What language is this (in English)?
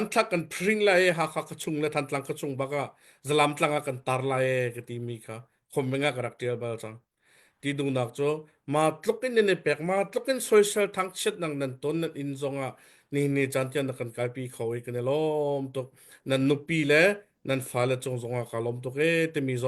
Hakha Chin